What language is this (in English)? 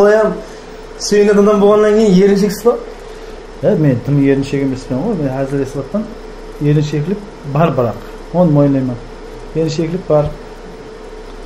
Kara-Kalpak